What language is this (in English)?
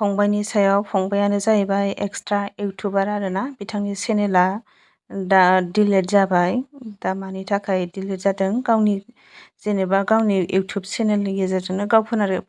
Bodo